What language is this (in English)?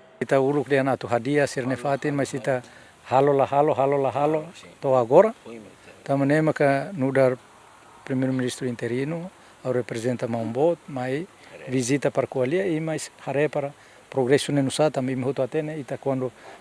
Tetum